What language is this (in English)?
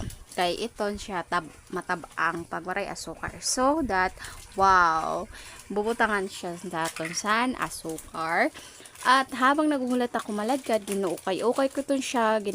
Waray